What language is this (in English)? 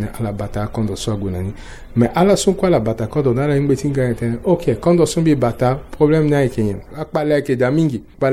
Sango